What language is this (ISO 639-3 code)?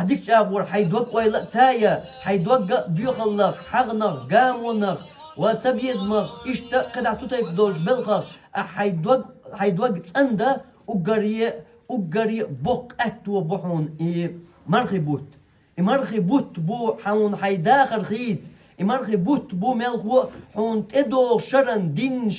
che